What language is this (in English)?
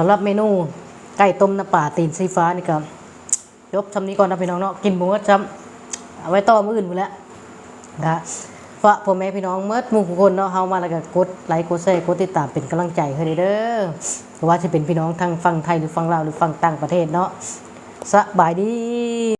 Lao